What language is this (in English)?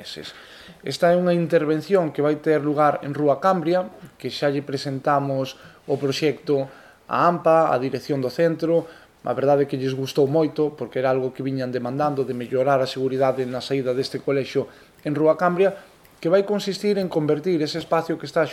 Galician